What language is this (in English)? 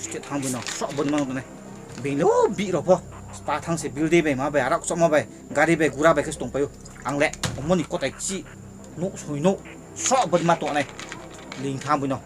Riang (India)